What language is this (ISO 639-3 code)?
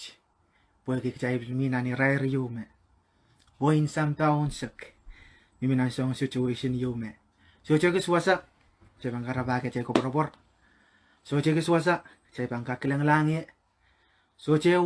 pon